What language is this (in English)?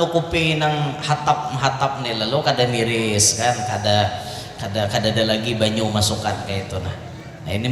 Banjar